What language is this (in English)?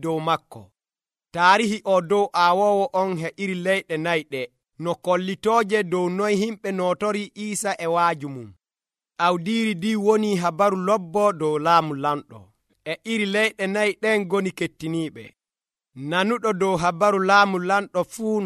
Nigerian Fulfulde